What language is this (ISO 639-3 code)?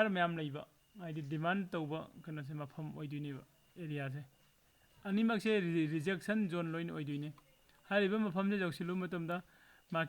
mni